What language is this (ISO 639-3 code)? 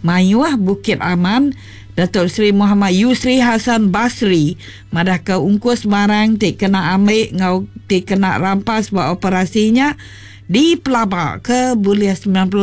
iba